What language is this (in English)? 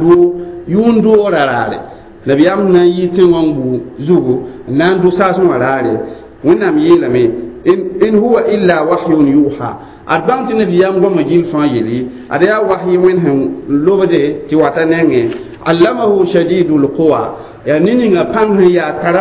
Mossi